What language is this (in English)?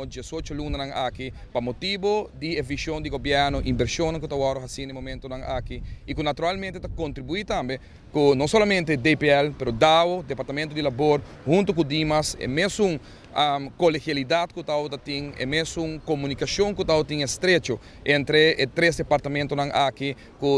Papiamento